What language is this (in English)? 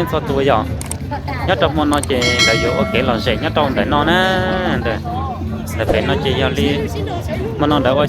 Hmong